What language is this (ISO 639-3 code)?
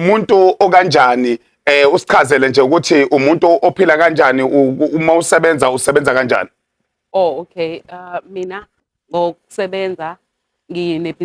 zul